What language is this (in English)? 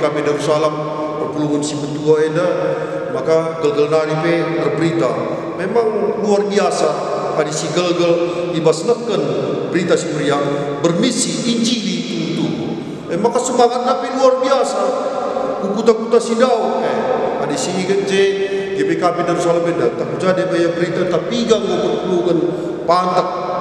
Batak Karo